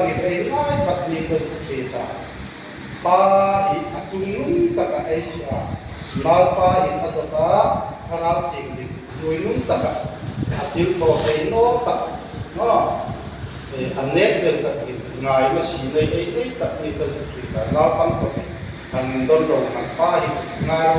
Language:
Hmar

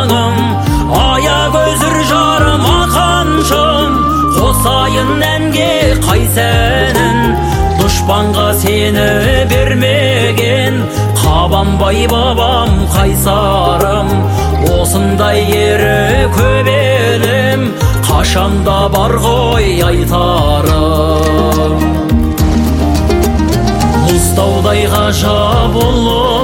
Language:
Kazakh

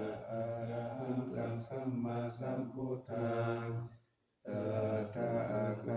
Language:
Pali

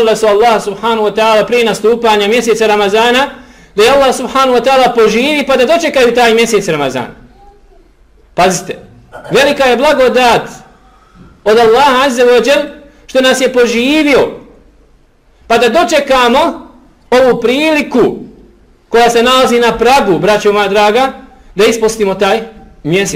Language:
Bosnian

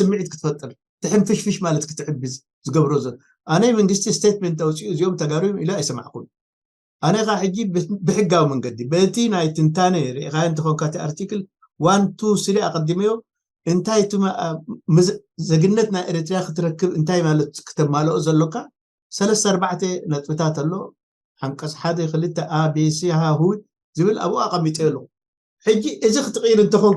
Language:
Tigrinya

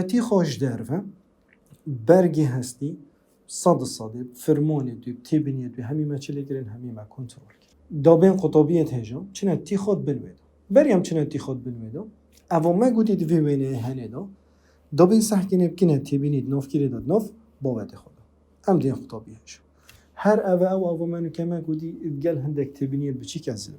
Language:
Kurdish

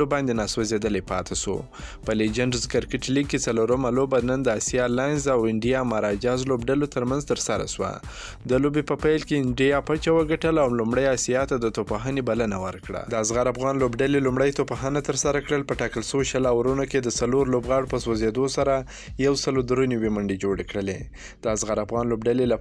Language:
Pashto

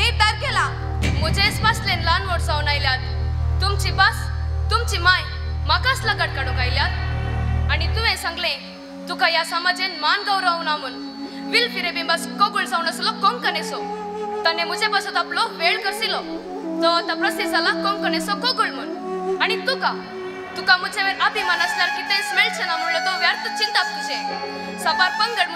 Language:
Konkani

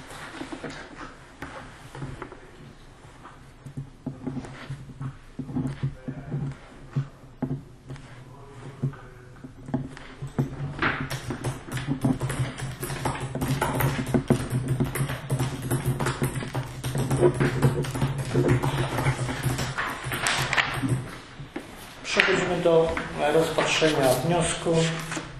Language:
Polish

